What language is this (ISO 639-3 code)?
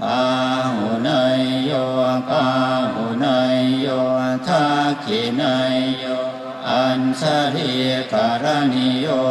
pli